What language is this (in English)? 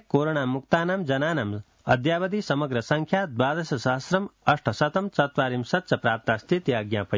Sanskrit